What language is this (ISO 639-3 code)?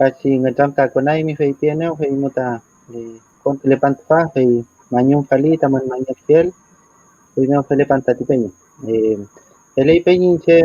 arn